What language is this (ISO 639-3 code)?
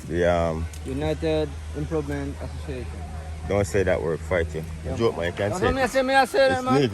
jam